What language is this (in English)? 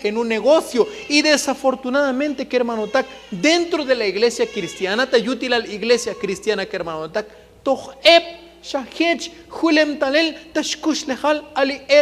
Tzotzil